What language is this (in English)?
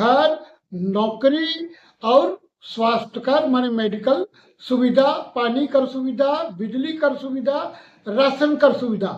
Sadri